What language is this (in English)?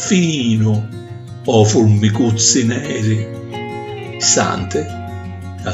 Sicilian